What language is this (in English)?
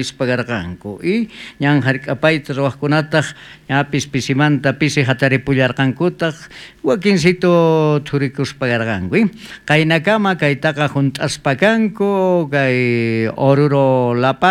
South Bolivian Quechua